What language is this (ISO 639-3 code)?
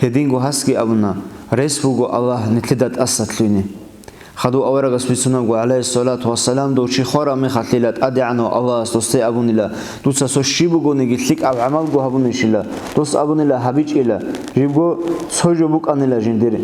ava